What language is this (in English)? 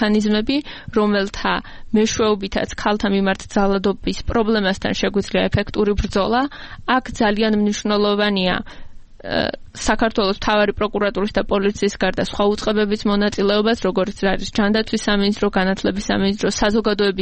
Georgian